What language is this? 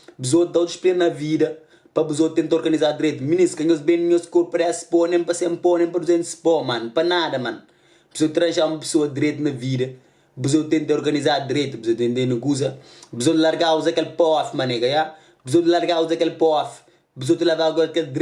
Kabuverdianu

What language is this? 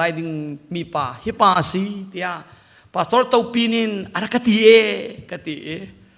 Hakha Chin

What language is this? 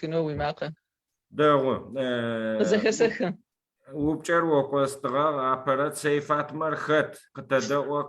Adyghe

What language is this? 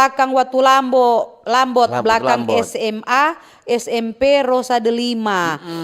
Manado Malay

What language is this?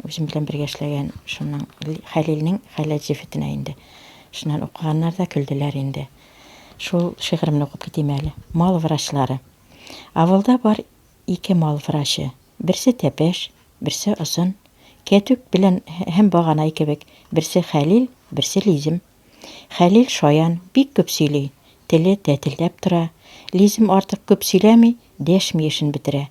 Bashkir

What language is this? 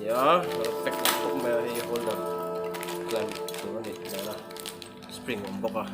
Mizo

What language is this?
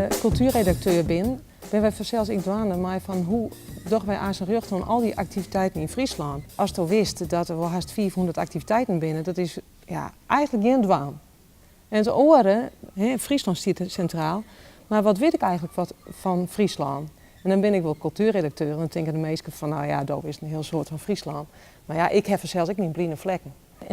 Western Frisian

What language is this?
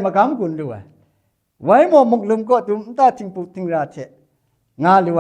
Kachin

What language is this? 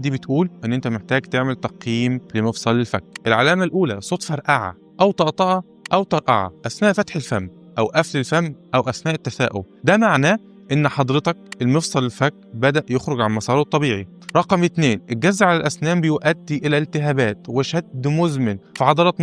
Egyptian Arabic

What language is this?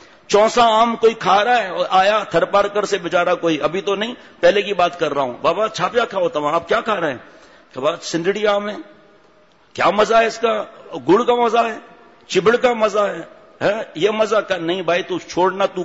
Urdu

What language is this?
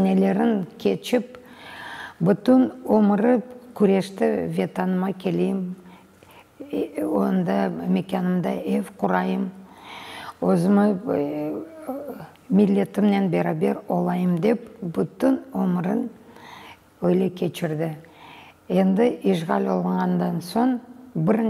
Crimean Tatar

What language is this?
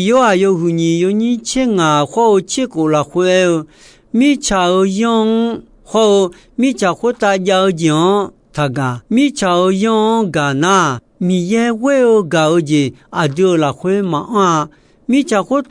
Akha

